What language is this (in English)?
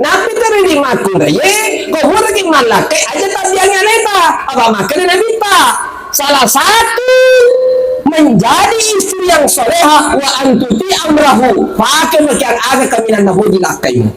Buginese